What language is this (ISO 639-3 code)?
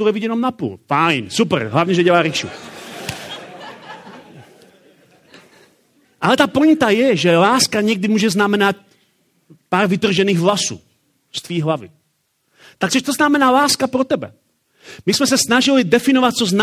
ces